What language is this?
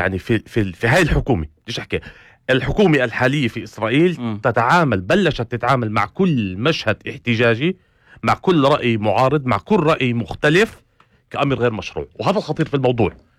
North Levantine Arabic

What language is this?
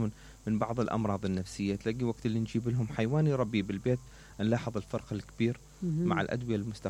Mesopotamian Arabic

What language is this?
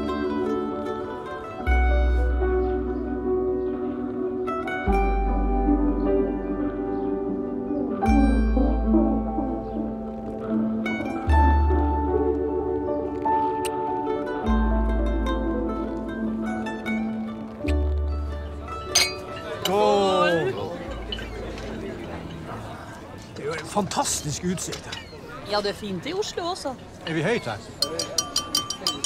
Norwegian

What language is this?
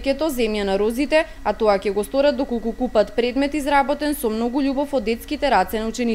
Macedonian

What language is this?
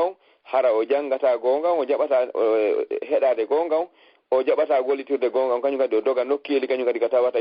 Fula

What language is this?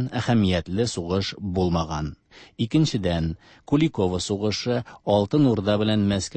Tatar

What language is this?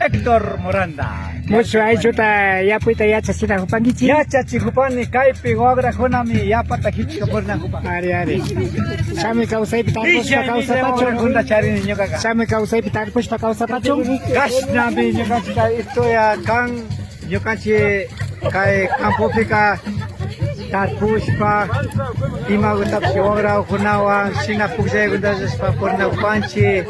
Imbabura Highland Quichua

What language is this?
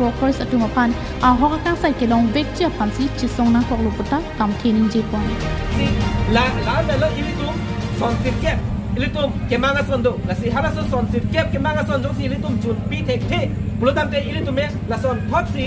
Karbi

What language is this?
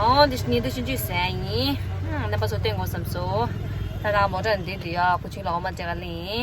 Tibetan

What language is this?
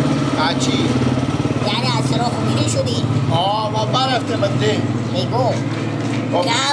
Persian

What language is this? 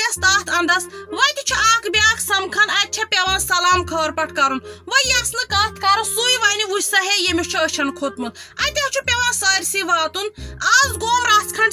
Kashmiri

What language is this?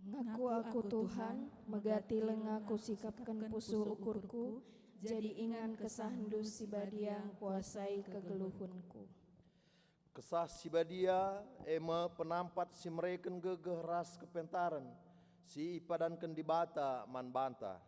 Batak Karo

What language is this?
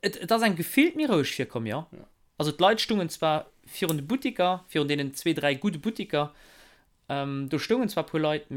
Luxembourgish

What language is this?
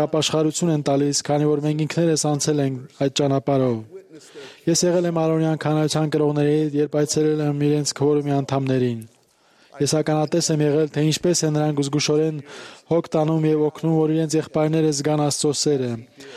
Armenian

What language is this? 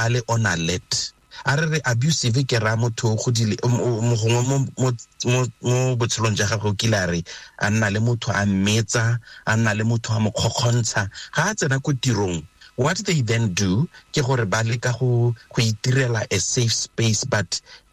Tswana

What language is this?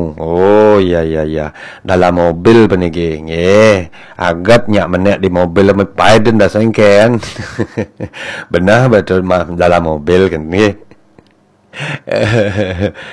Balinese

